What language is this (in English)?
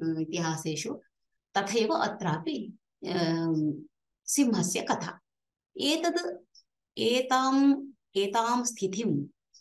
Sanskrit